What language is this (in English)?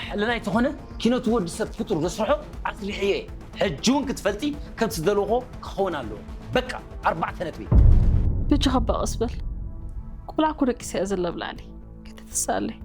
Tigrinya